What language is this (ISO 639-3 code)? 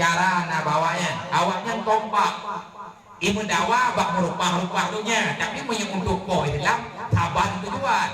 ace